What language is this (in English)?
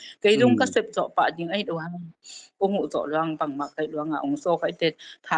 Tedim Chin